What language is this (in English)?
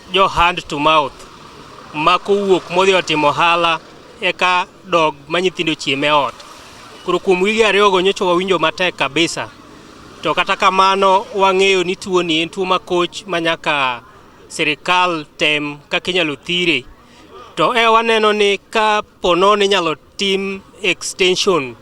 Luo (Kenya and Tanzania)